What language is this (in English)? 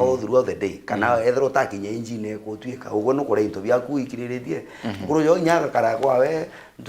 Meru